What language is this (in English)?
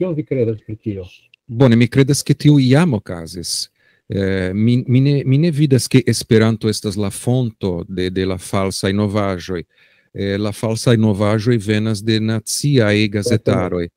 Esperanto